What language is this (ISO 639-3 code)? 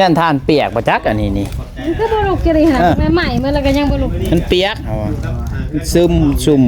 tts